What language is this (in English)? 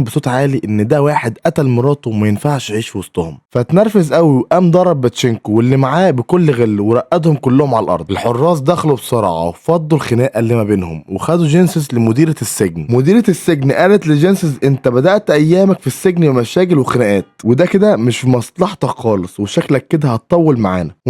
Egyptian Arabic